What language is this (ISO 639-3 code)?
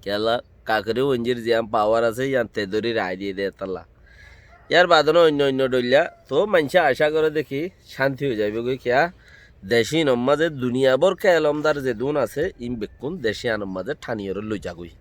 rhg